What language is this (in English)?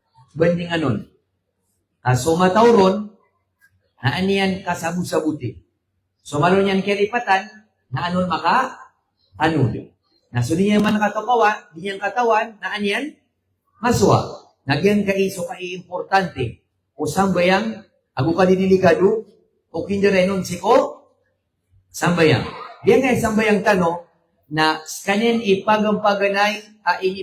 Maranao